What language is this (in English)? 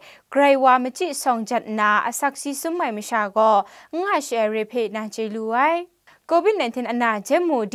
Kachin